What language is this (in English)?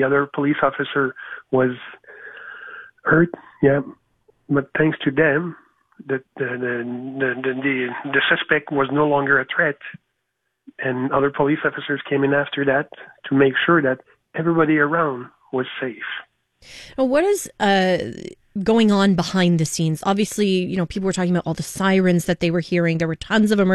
English